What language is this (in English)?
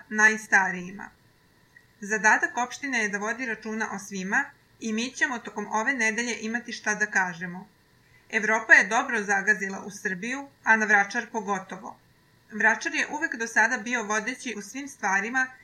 Serbian